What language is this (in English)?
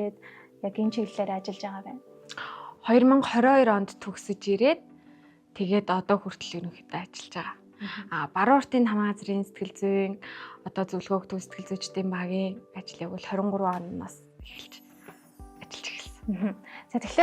Mongolian